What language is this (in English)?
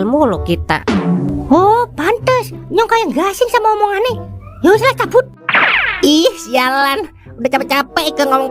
Betawi